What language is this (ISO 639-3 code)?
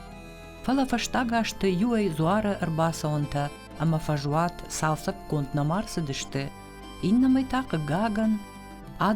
oss